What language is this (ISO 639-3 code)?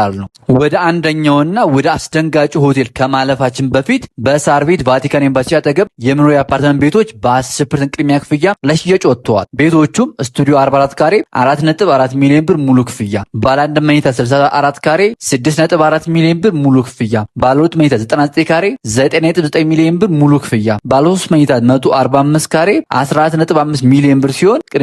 amh